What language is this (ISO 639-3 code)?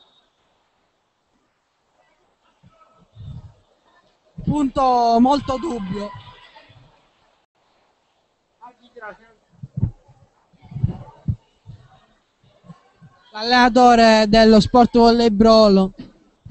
ita